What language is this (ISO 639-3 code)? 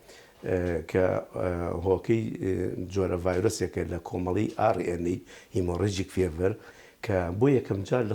ckb